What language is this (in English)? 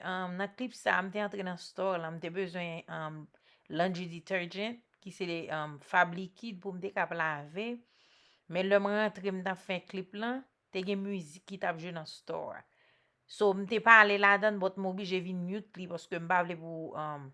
Haitian Creole